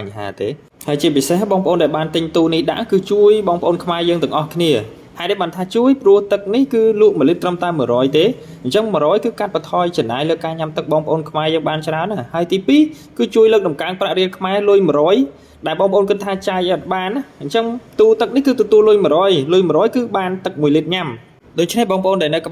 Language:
Khmer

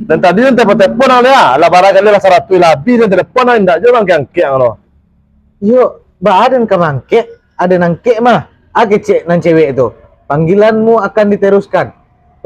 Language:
Minangkabau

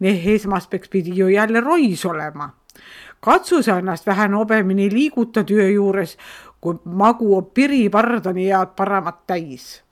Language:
Estonian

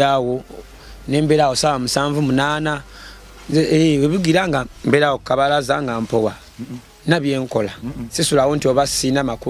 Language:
Ganda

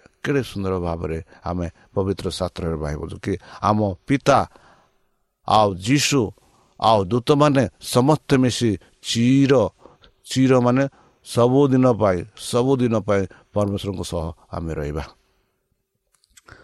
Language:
Odia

